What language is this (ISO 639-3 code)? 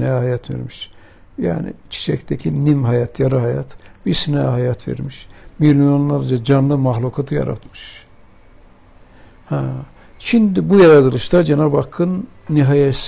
tur